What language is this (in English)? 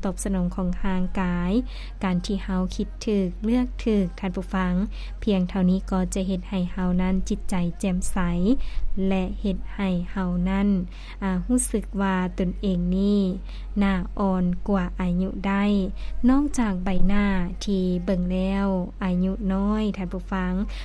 Lao